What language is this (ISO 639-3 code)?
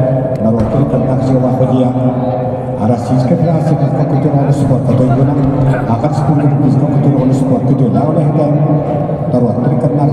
sah